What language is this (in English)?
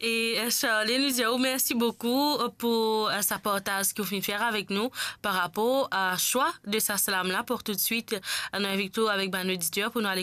Morisyen